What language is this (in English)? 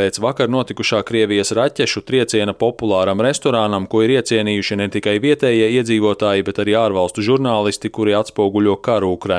Latvian